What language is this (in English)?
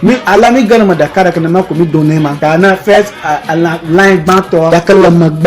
Ewe